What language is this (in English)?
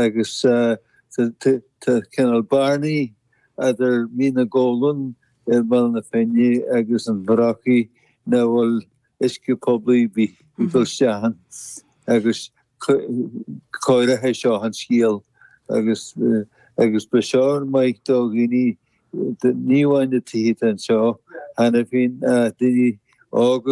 Irish